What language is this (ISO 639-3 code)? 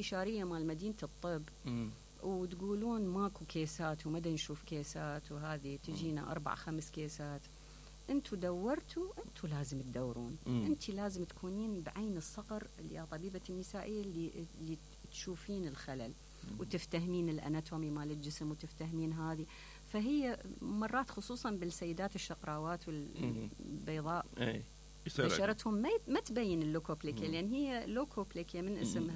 acm